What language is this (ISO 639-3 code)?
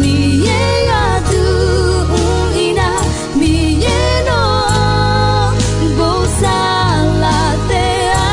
ahk